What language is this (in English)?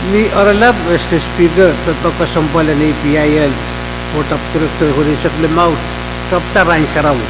Pohnpeian